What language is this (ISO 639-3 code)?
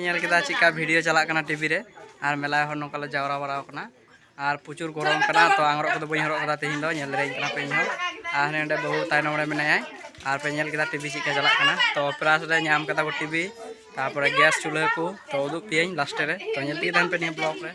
sat